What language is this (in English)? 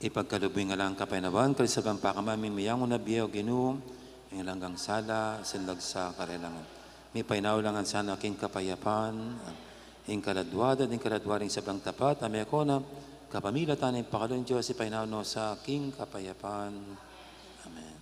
Pampanga